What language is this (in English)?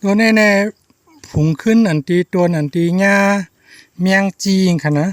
Shan